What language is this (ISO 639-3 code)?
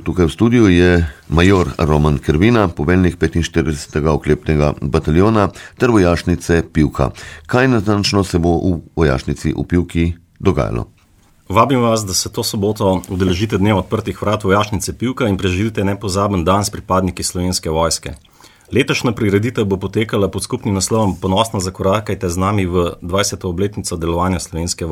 slv